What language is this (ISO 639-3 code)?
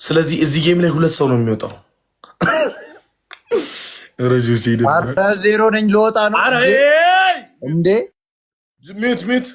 amh